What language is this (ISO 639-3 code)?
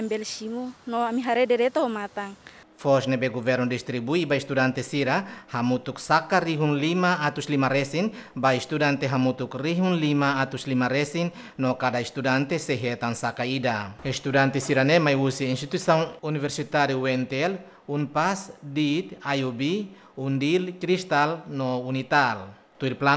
tet